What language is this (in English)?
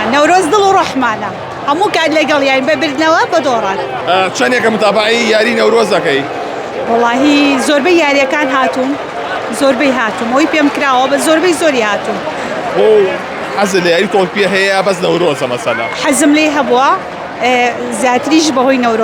Central Kurdish